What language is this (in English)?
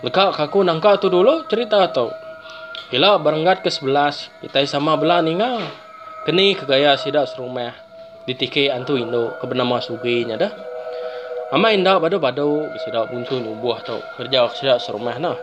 Iban